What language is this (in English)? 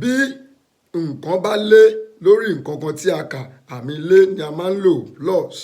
Yoruba